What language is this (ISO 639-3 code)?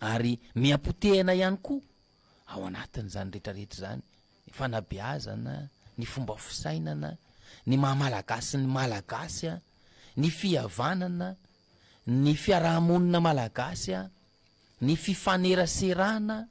mlg